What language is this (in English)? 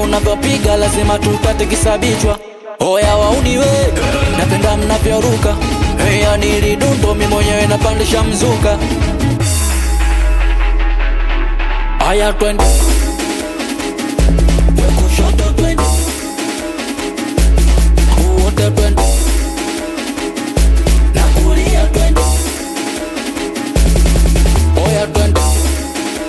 Swahili